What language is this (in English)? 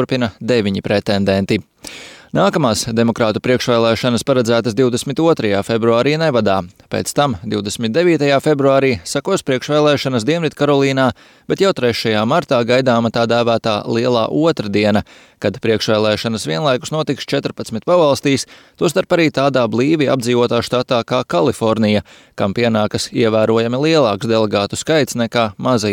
Latvian